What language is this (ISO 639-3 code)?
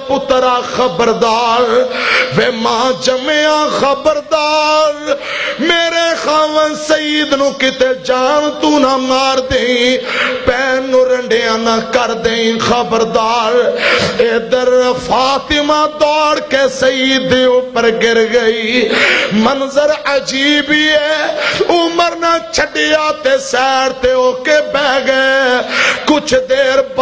lah